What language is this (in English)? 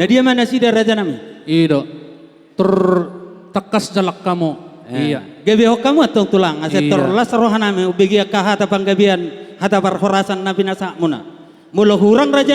Batak Toba